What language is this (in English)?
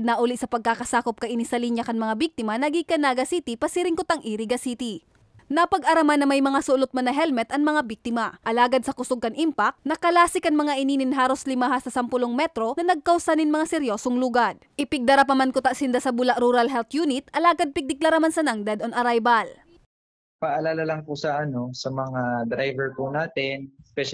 Bikol